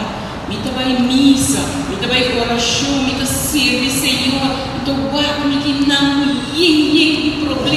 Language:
Papiamento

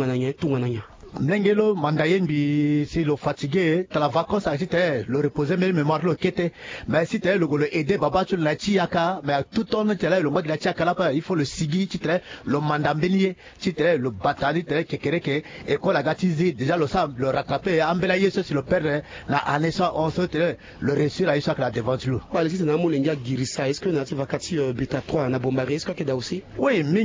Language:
Sango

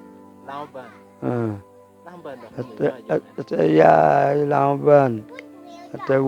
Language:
Lango (Uganda)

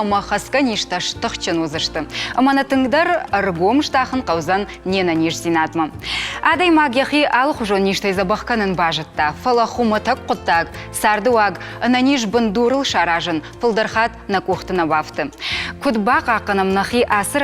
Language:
Ossetic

